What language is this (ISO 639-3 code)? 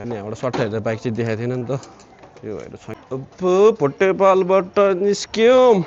nep